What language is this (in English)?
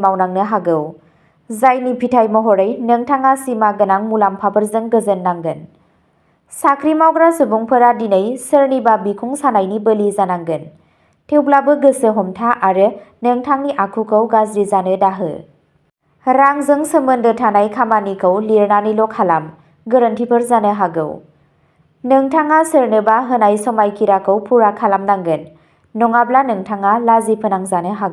Bodo